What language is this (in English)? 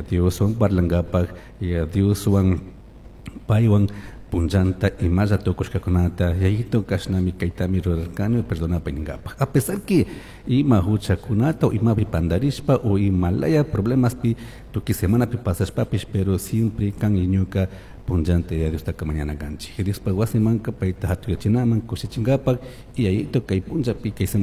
Chimborazo Highland Quichua